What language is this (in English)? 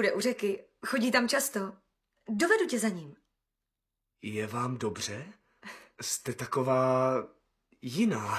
Czech